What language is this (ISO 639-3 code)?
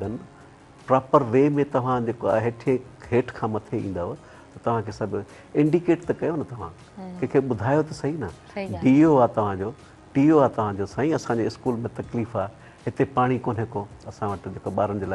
snd